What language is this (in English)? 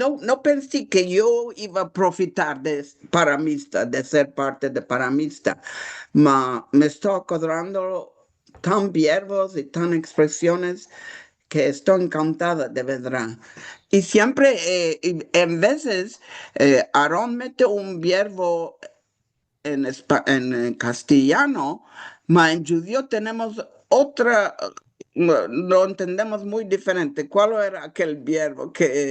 Ladino